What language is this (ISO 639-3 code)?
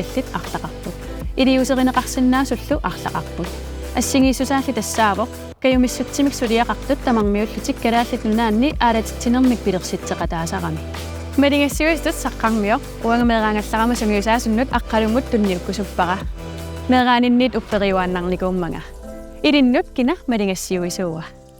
kal